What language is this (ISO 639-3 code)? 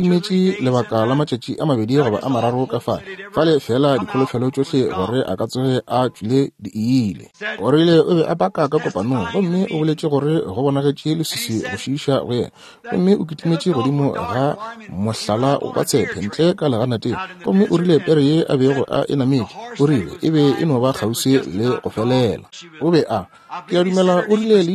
nso